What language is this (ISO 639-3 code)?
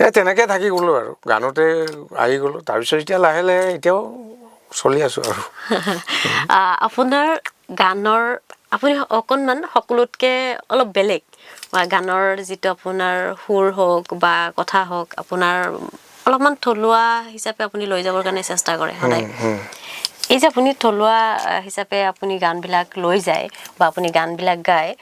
asm